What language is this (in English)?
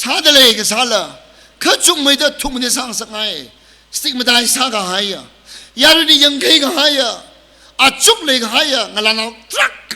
Tangkhul Naga (India)